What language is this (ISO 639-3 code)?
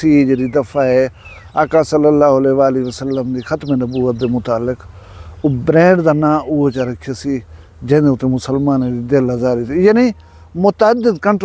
skr